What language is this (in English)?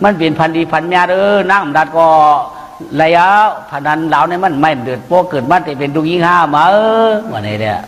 Shan